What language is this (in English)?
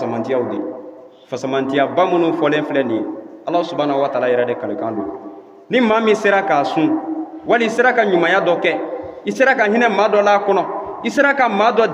Bambara